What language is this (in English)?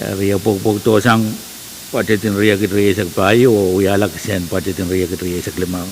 Pohnpeian